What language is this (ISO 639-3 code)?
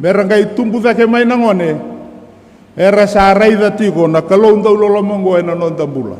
fij